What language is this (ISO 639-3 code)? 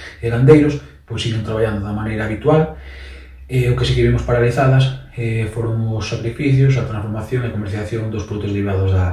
glg